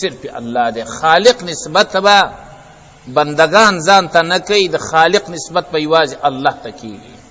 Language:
Pashto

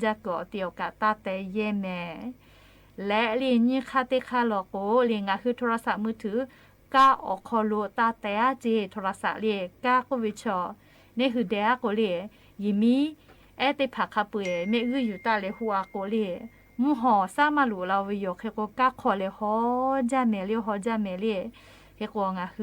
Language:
Lahu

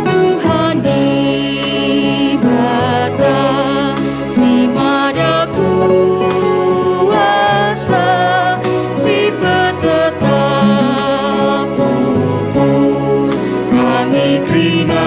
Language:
Batak Karo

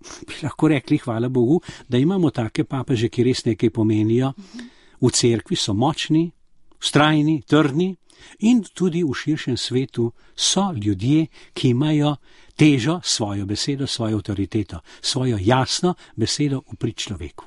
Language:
Slovenian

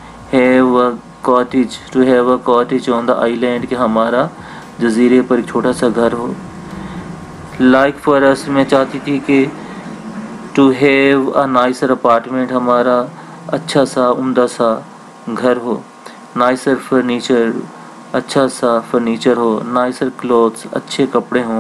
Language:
Urdu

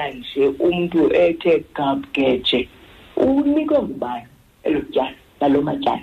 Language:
Xhosa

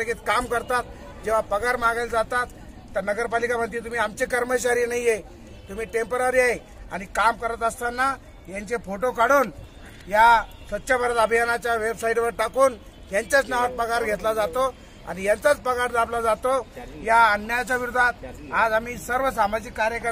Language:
Marathi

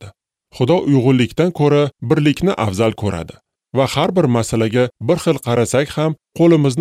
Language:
Uzbek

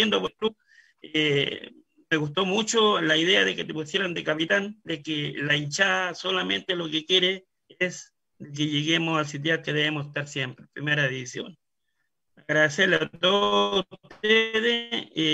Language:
Spanish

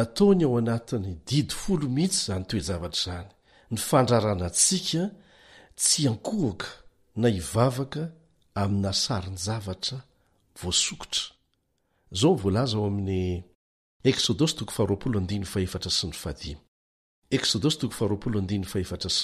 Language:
Malagasy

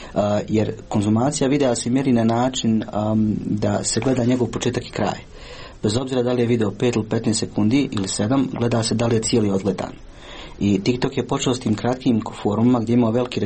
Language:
Croatian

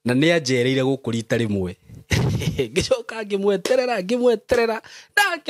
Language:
Kikuyu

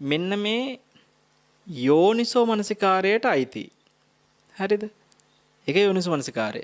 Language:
Sinhala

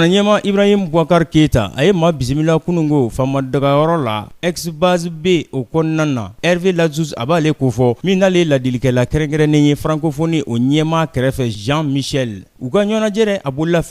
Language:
Bambara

